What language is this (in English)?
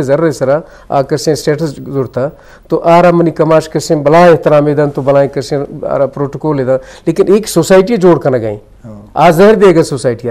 Eastern Balochi